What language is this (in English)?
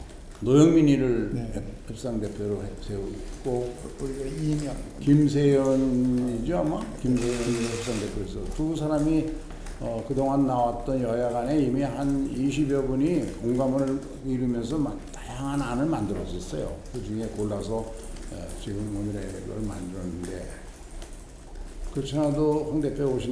Korean